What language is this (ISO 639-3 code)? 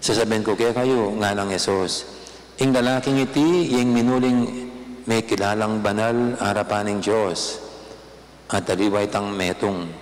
pam